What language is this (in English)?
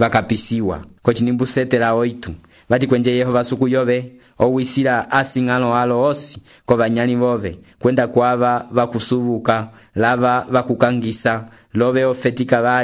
Umbundu